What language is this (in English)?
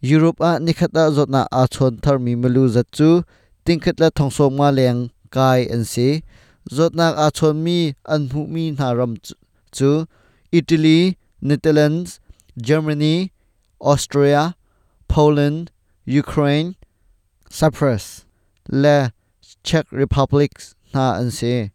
Hakha Chin